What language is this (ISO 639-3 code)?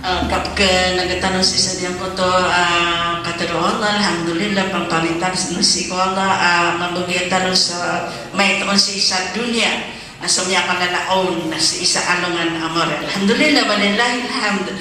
mrw